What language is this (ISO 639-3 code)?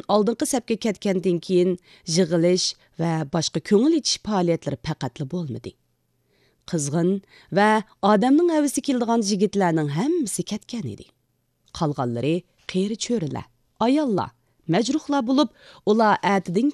uig